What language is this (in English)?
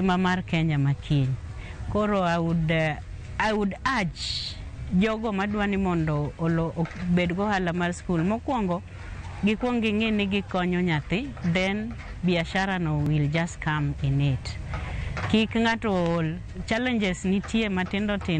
Luo (Kenya and Tanzania)